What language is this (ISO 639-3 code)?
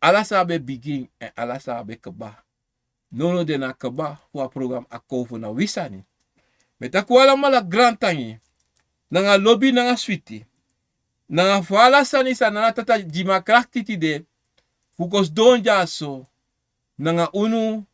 srn